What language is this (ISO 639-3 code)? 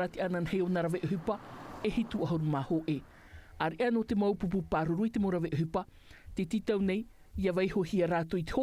tah